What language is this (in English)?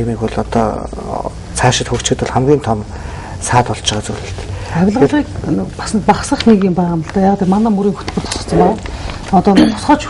Mongolian